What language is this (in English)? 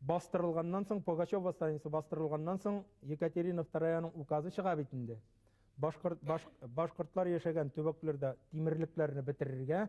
Bashkir